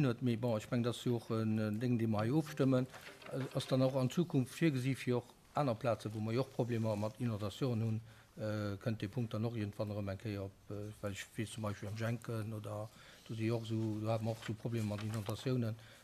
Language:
Luxembourgish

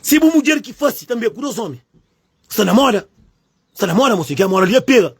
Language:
Kabuverdianu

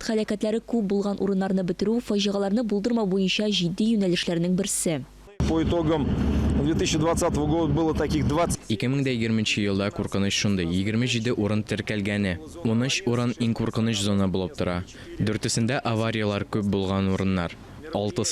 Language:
Tatar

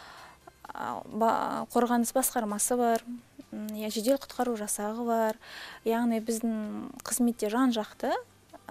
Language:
Kazakh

